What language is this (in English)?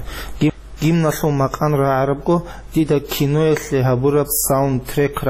Avaric